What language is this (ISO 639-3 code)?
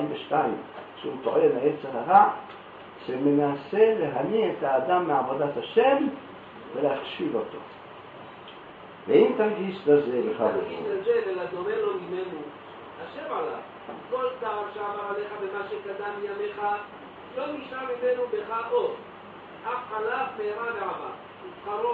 heb